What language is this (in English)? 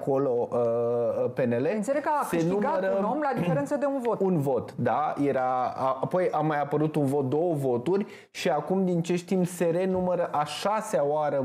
Romanian